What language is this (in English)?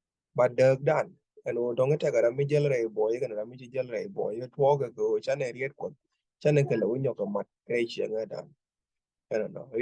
Nuer